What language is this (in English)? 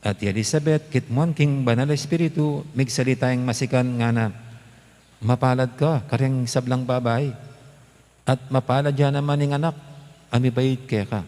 Pampanga